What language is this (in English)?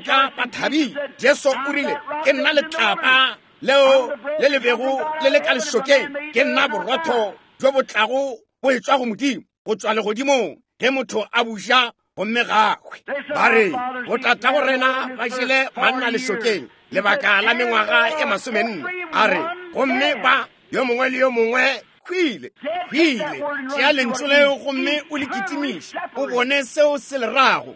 Northern Sotho